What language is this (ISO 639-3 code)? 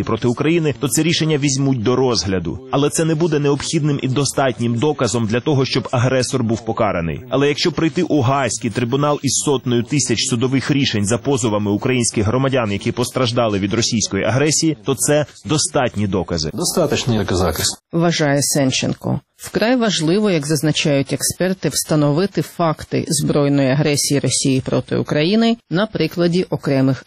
ukr